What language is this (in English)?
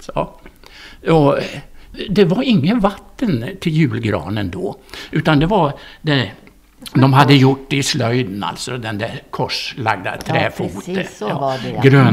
Swedish